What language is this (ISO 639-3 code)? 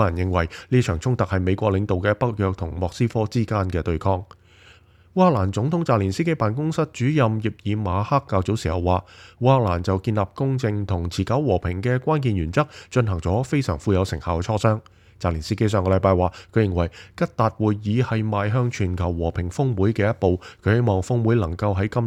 yue